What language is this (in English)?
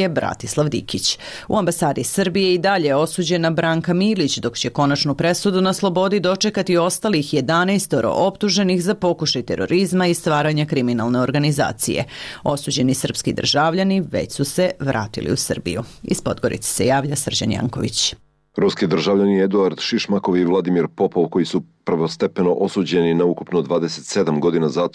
Serbian